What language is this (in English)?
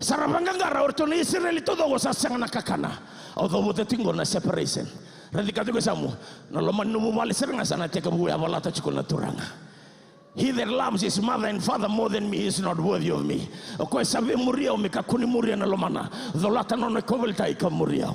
Fijian